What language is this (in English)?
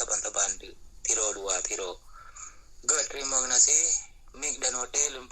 Achinese